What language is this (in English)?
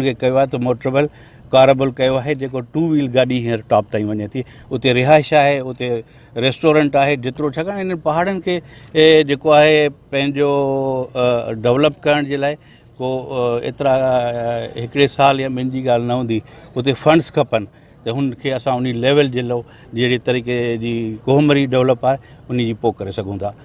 Sindhi